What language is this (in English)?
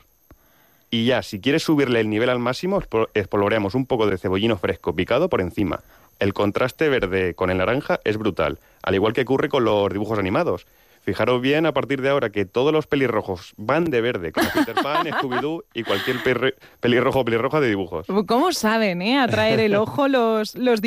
Spanish